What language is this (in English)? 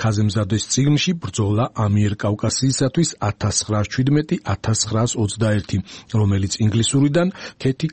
Georgian